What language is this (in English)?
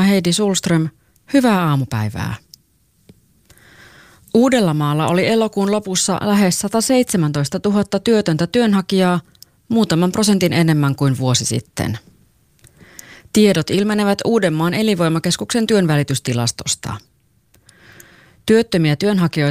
Finnish